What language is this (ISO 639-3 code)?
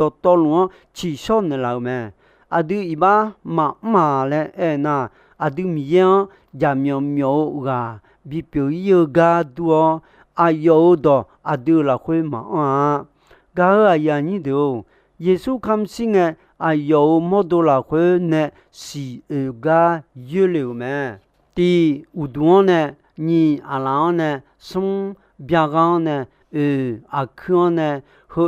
ahk